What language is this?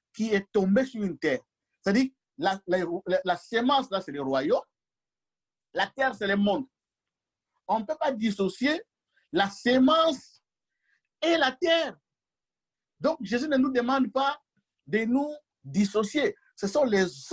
French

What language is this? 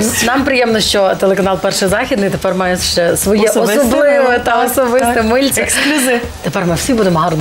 Ukrainian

